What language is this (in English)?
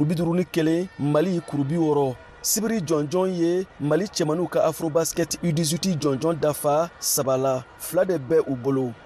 Bambara